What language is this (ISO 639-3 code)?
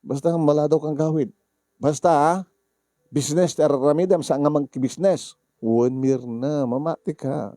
ilo